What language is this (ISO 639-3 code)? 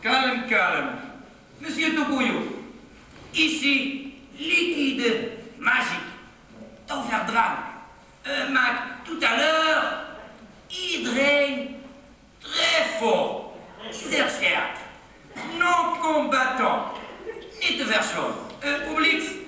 lim